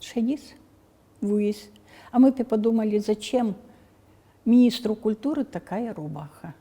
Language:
Udmurt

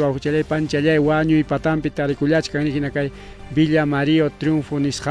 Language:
Ayacucho Quechua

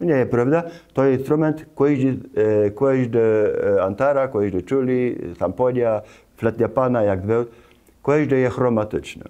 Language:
Kashubian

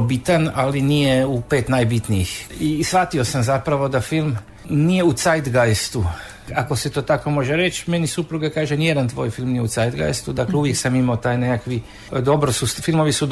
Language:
Croatian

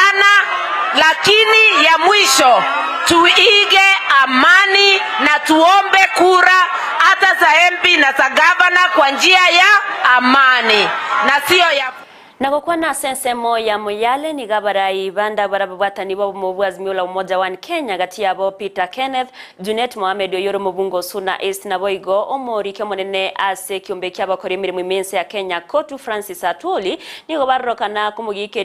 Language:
Gusii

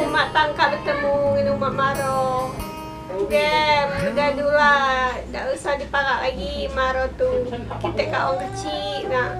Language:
Musi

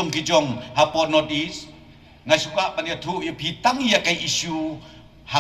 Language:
Khasi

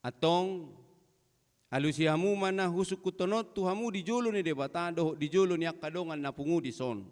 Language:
Batak Toba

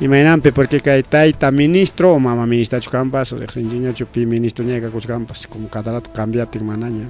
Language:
Ayacucho Quechua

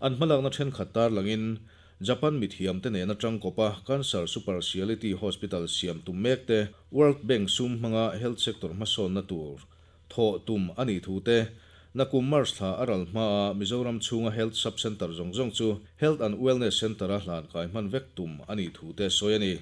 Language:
Mizo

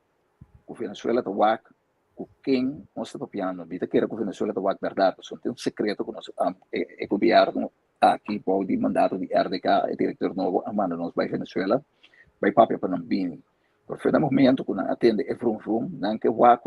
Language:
Papiamento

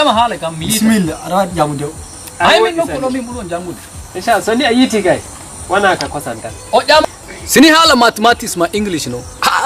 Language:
Nigerian Fulfulde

